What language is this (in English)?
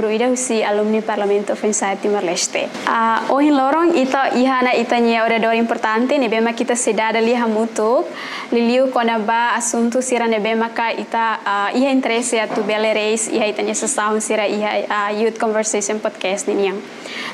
Tetum